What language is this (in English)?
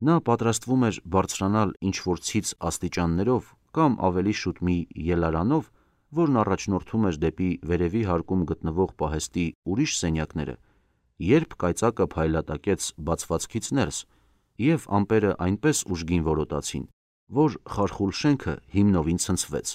Armenian